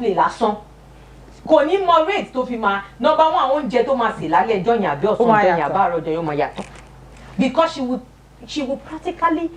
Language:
Yoruba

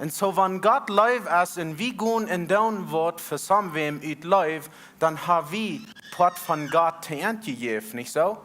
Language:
Plautdietsch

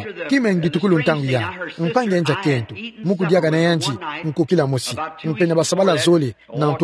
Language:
Kituba (Democratic Republic of Congo)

